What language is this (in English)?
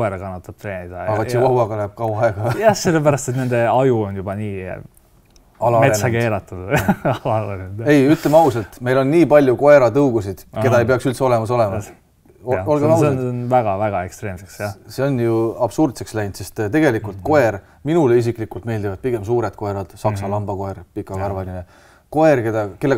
Estonian